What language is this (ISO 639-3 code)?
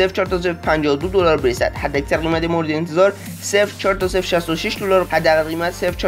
fas